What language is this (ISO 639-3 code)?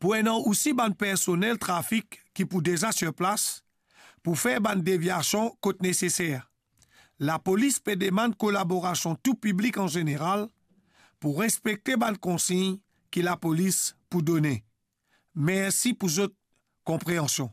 mfe